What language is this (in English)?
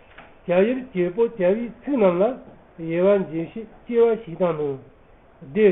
Tibetan